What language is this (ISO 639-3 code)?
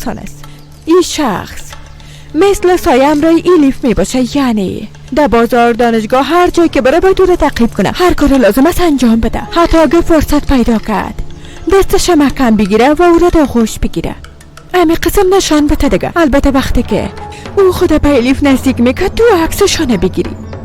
fas